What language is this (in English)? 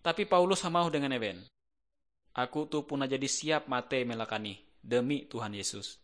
Ngaju